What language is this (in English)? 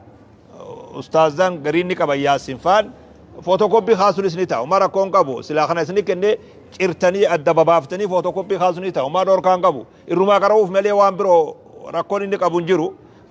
Oromo